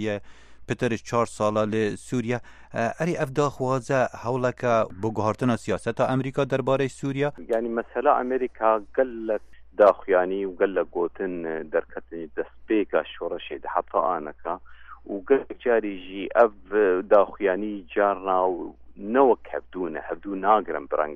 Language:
Kurdish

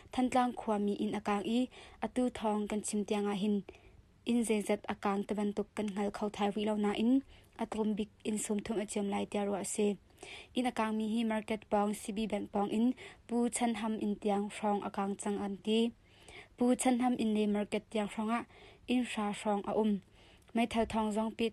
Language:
Hakha Chin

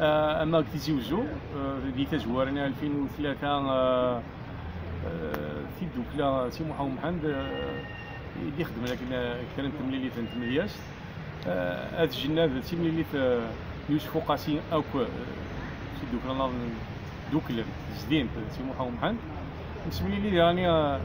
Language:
Kabyle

